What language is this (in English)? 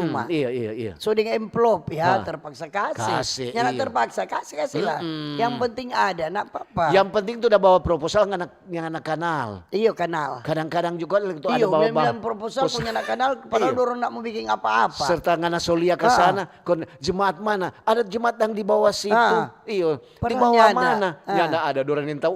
Manado Malay